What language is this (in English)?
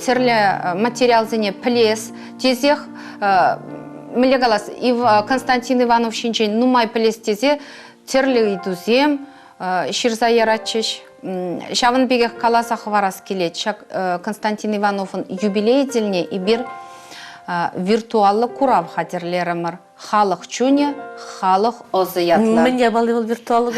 Chuvash